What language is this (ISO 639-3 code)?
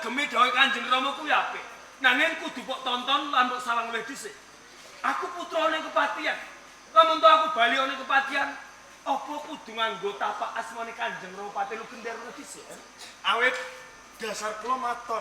jav